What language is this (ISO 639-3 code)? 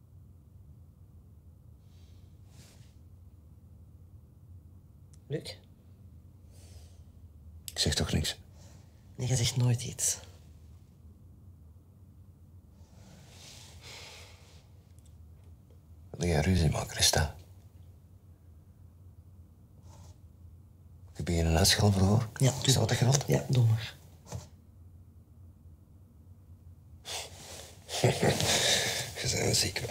nld